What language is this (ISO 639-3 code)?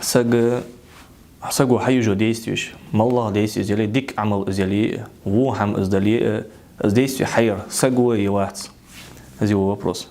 inh